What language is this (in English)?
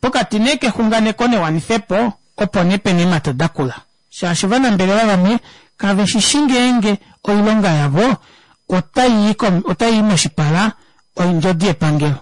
Kuanyama